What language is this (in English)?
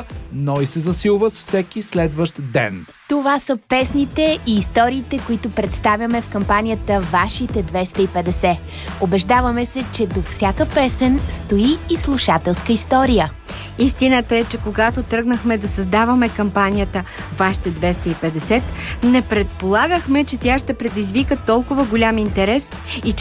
Bulgarian